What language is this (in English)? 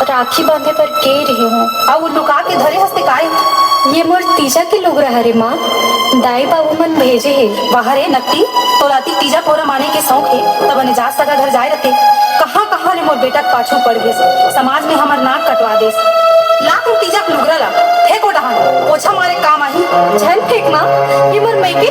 Chhattisgarhi